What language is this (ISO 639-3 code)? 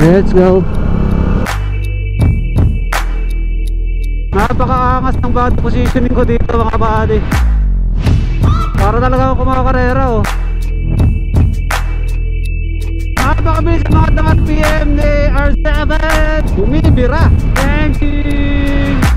fil